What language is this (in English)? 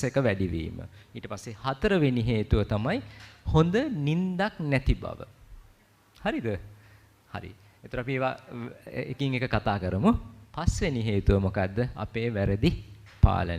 Sinhala